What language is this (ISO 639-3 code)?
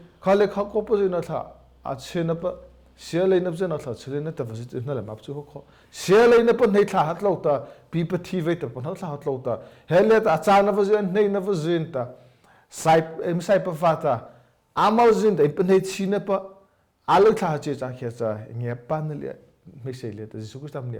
mrh